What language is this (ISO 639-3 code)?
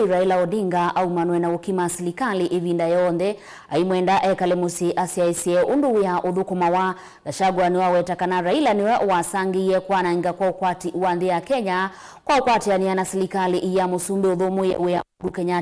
kam